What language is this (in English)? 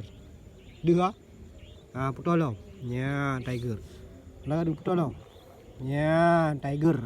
Achinese